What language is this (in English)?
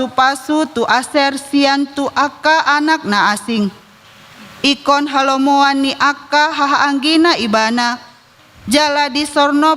Batak Toba